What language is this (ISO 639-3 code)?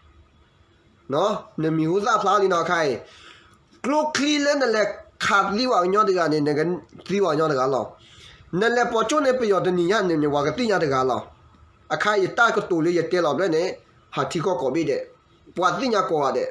ksw